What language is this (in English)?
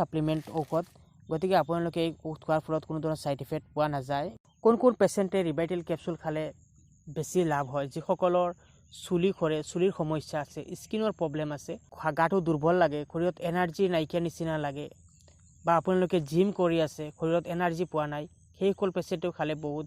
Assamese